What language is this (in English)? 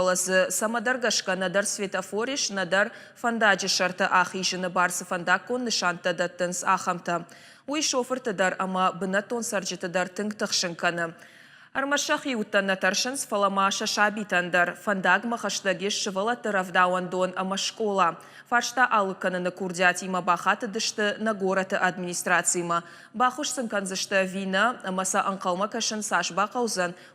Ossetic